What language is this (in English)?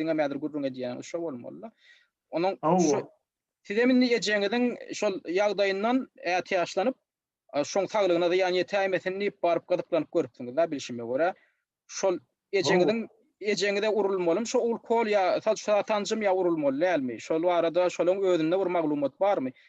Turkmen